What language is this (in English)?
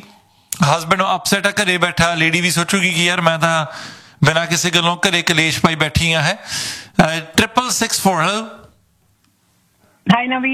Punjabi